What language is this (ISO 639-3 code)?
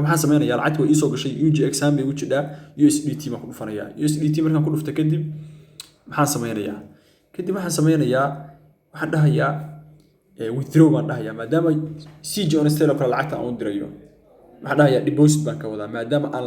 som